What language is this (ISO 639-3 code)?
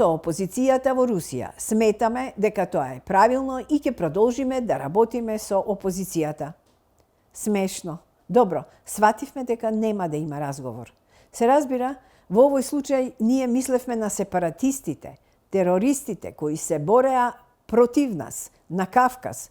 mkd